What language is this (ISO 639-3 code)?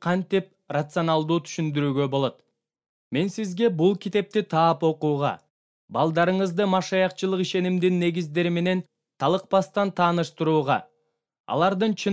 kir